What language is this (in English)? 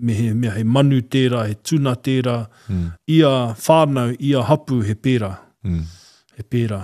Māori